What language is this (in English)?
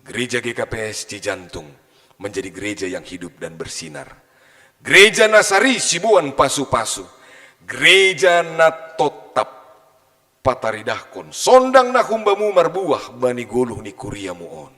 Batak Simalungun